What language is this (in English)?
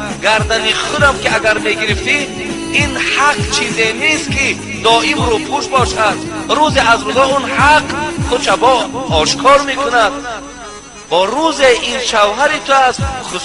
Tajik